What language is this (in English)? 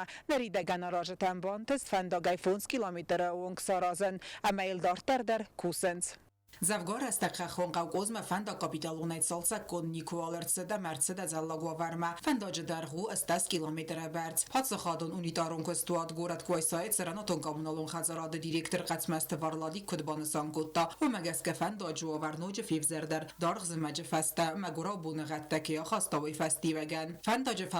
Ossetic